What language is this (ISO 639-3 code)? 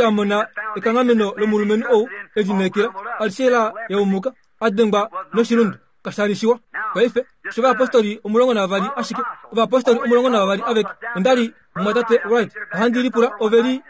kua